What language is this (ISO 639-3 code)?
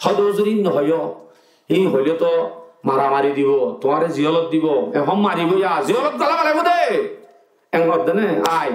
rhg